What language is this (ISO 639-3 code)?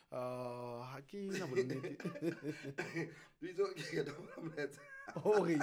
sot